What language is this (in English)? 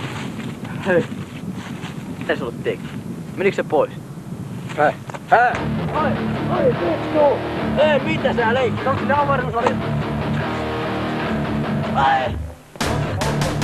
Finnish